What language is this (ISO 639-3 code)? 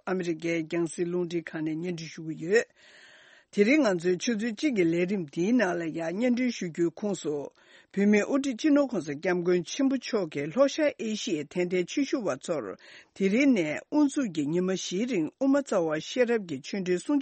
bod